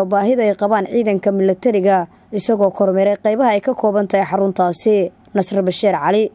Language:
Somali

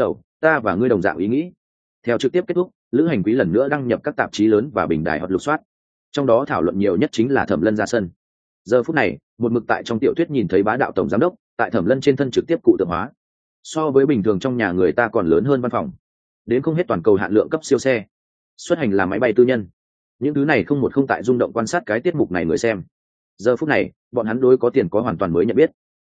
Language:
Vietnamese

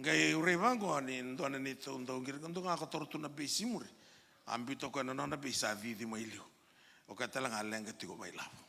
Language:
Fijian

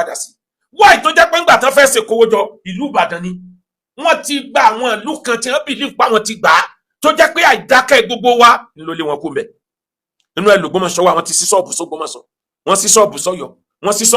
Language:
Yoruba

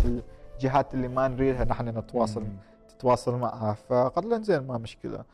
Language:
Gulf Arabic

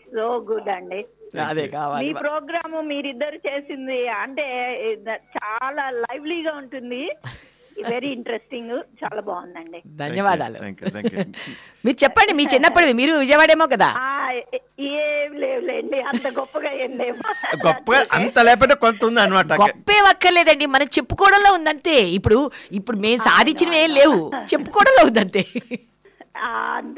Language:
Telugu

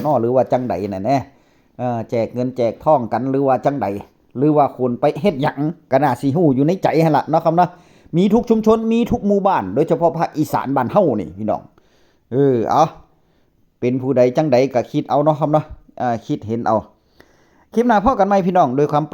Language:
Northeastern Thai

